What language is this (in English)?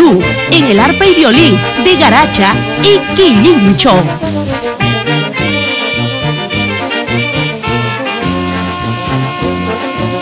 Spanish